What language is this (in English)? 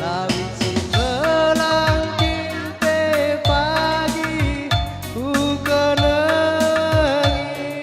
Batak Karo